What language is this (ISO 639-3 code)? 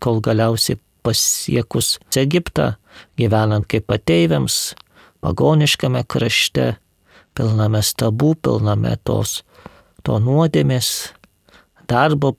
lit